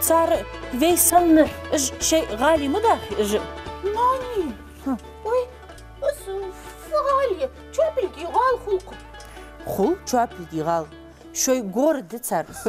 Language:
Ingush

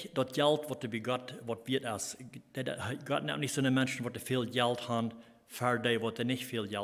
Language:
Plautdietsch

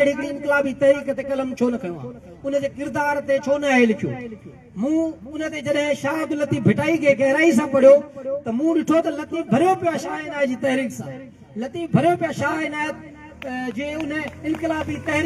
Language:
Sindhi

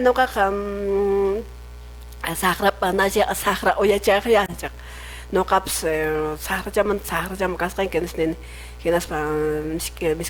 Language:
Quechua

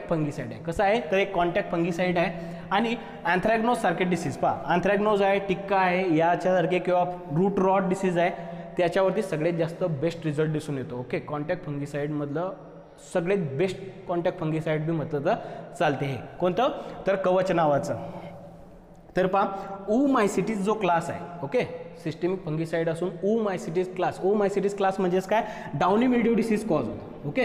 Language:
Marathi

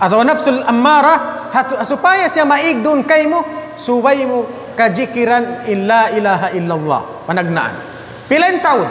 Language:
Tausug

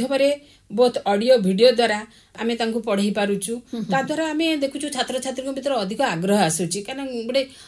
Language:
Odia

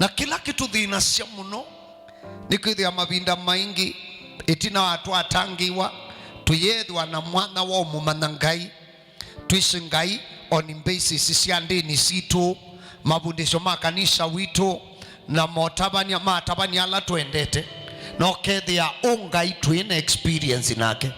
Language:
Kamba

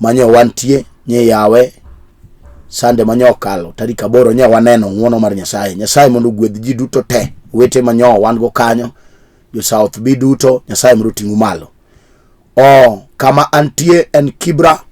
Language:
Luo (Kenya and Tanzania)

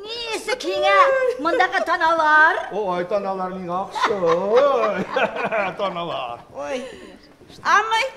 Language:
Bashkir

